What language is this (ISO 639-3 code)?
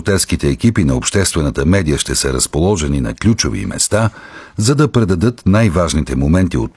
bul